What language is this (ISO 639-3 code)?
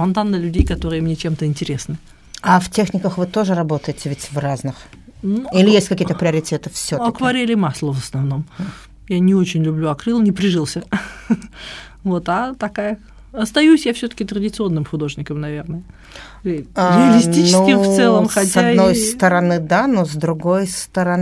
rus